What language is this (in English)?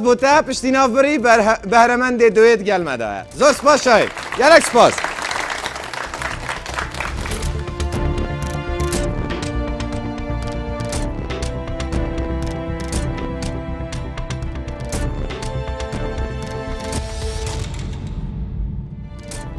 Kurdish